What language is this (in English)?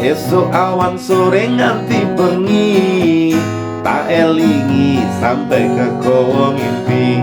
Javanese